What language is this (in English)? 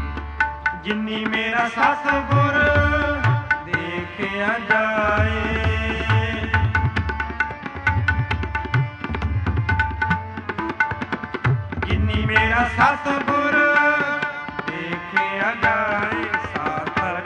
Punjabi